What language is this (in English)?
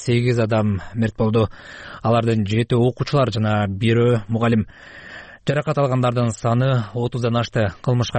Kyrgyz